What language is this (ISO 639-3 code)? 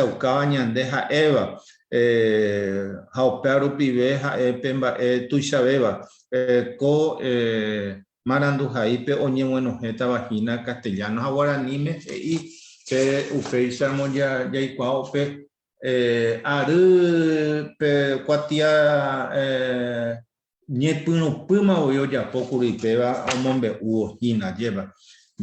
grn